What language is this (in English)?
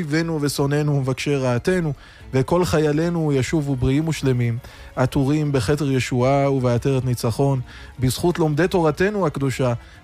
Hebrew